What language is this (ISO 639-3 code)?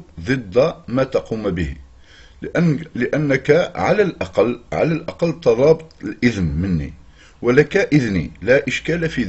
ara